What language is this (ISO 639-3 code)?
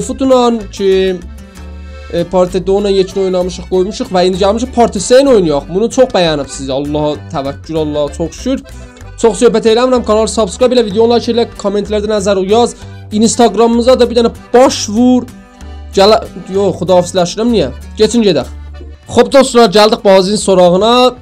azb